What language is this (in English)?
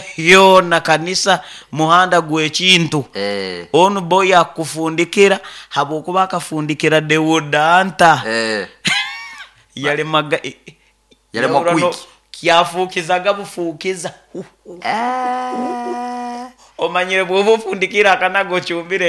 Nyoro